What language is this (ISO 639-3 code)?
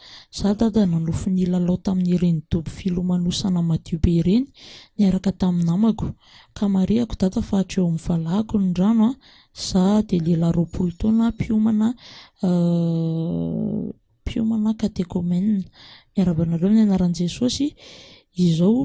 mlg